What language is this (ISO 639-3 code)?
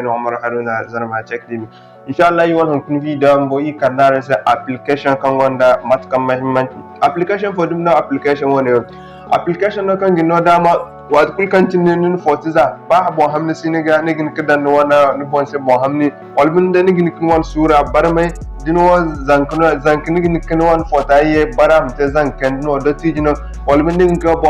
dje